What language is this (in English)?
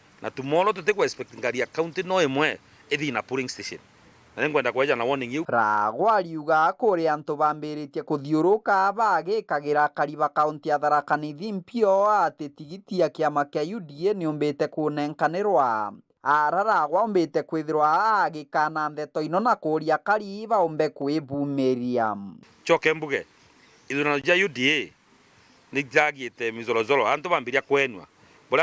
Meru